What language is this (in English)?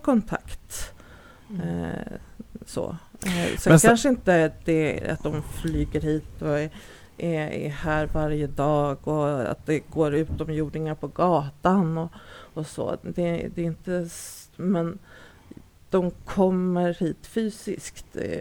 Swedish